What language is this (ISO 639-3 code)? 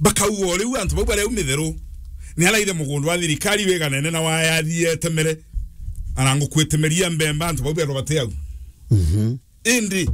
mer